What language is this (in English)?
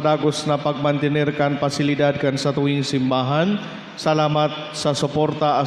Bikol